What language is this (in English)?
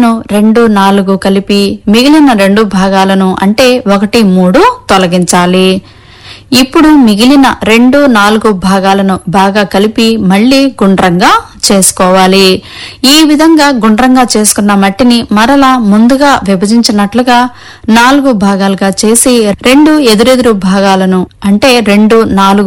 Telugu